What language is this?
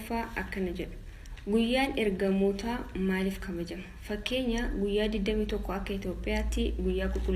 Oromo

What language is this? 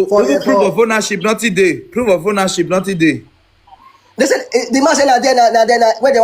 Nigerian Pidgin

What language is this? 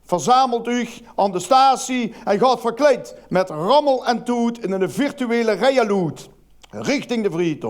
Limburgish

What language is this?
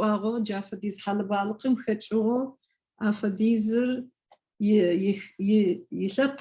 Adyghe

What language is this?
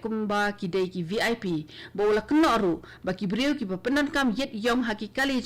Khasi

